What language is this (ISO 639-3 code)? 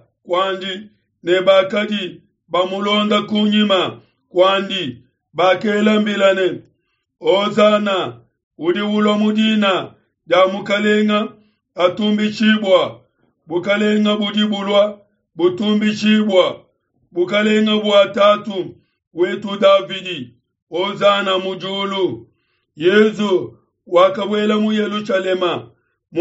lua